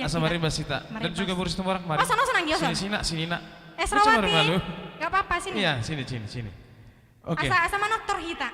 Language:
Batak Toba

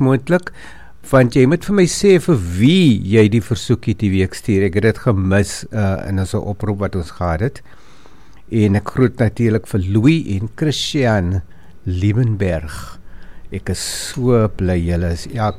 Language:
Afrikaans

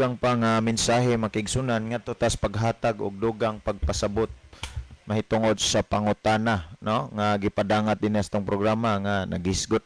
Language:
Cebuano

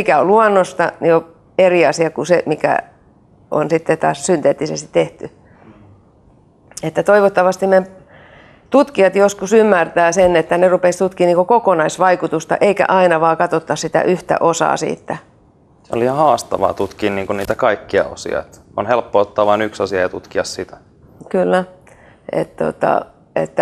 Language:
Finnish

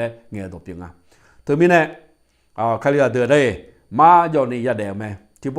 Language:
Akha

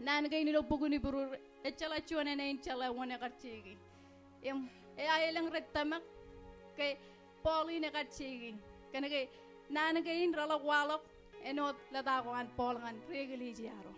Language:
Marshallese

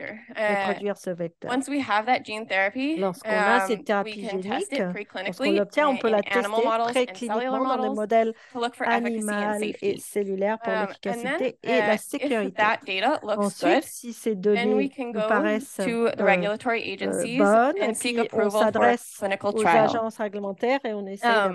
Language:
French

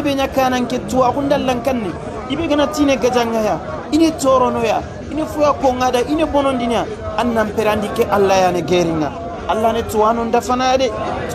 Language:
Soninke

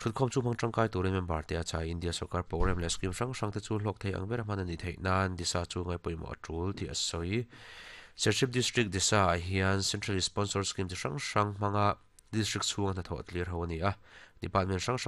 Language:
Mizo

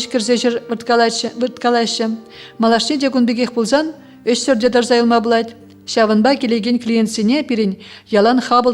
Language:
Chuvash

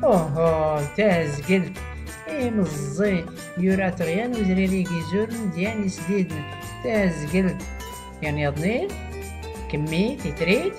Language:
Tachelhit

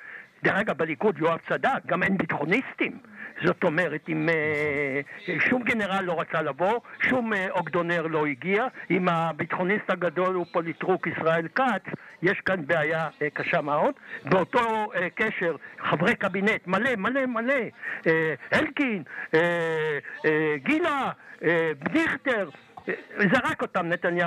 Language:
Hebrew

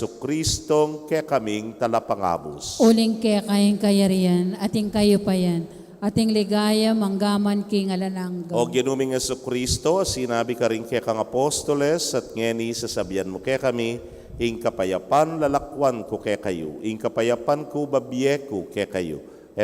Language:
Pampanga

